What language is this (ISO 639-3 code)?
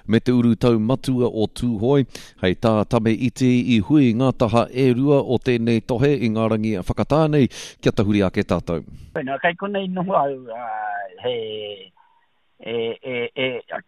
mri